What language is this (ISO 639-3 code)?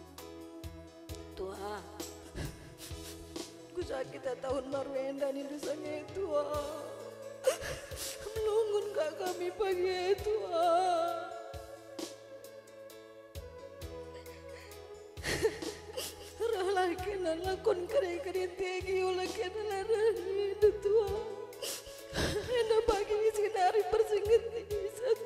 btx